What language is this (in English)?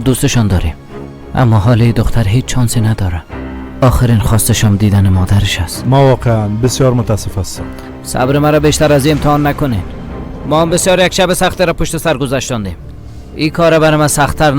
Persian